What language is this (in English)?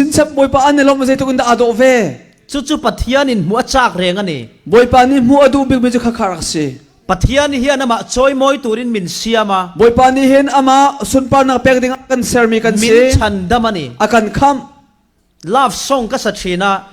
Falam Chin